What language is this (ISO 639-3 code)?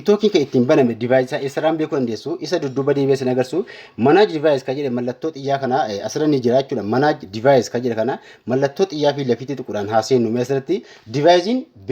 orm